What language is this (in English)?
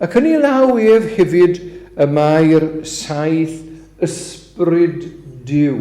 Welsh